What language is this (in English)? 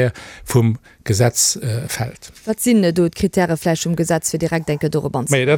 Luxembourgish